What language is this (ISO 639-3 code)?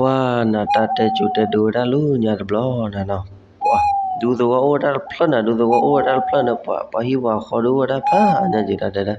ksw